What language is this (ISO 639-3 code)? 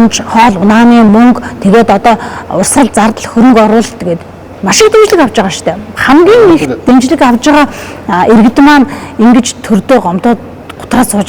mon